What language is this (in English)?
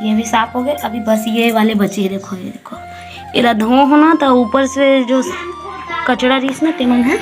Chhattisgarhi